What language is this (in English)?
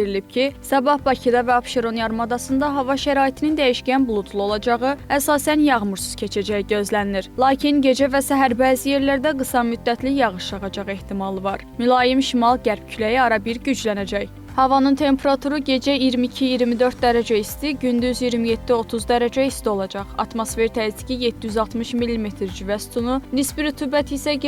Azerbaijani